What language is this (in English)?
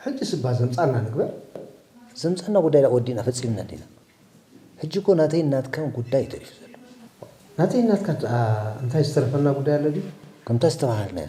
Tigrinya